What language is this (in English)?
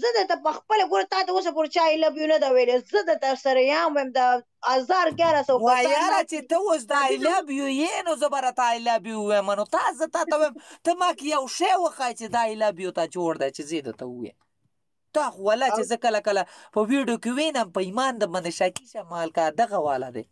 Pashto